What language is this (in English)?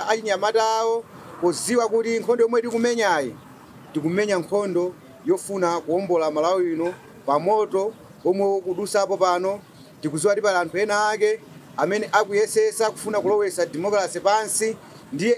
Nyanja